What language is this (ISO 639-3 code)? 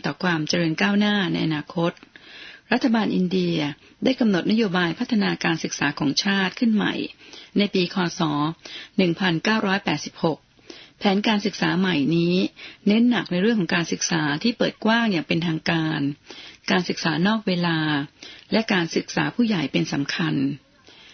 tha